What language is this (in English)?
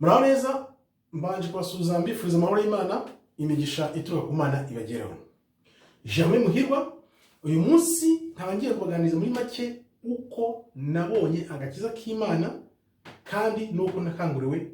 Kinyarwanda